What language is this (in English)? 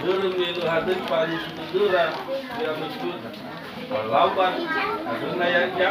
Nias